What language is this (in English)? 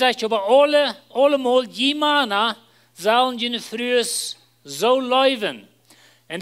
Plautdietsch